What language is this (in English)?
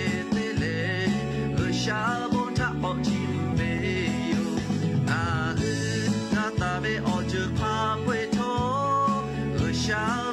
Lahu